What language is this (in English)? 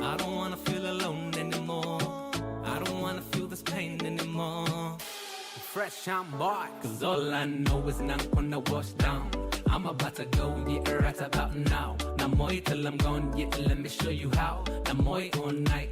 Fijian